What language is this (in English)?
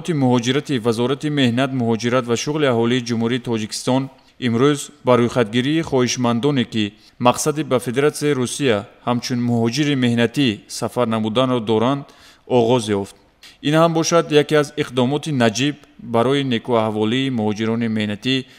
Tajik